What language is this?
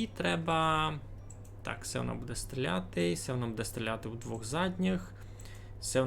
Rusyn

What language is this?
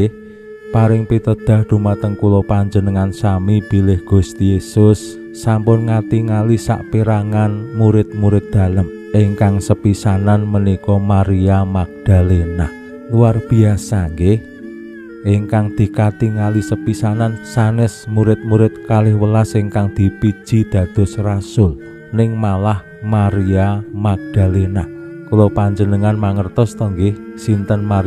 Javanese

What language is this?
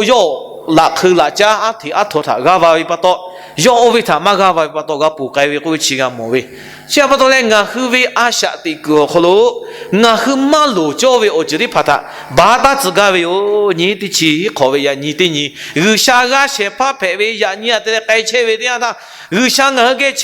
Lahu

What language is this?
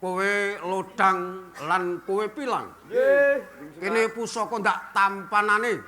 Javanese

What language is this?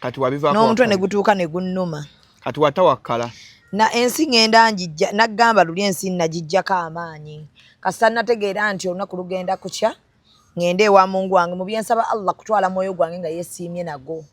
Ganda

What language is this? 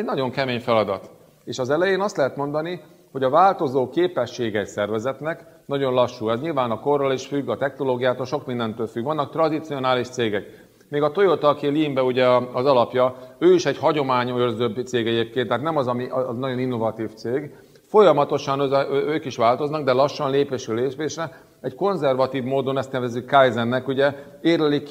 Hungarian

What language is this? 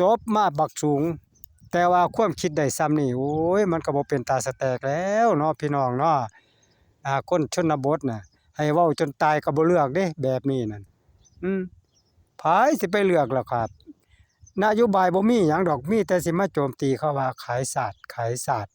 Northeastern Thai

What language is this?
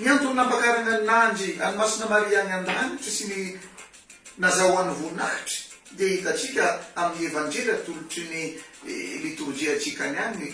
Malagasy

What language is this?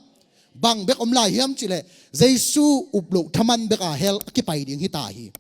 Tedim Chin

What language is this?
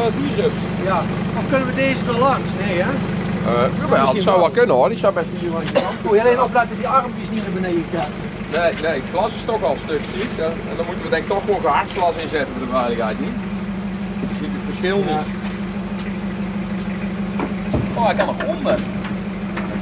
Dutch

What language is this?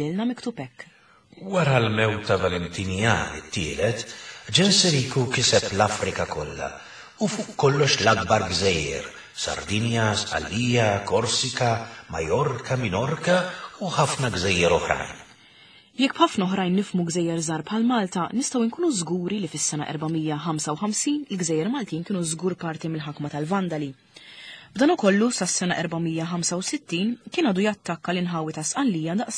Maltese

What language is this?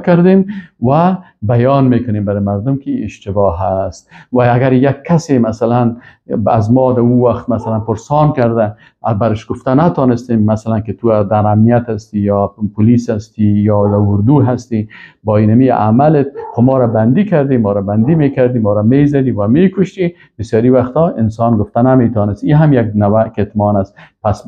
Persian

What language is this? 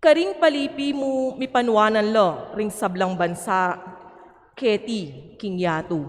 Pampanga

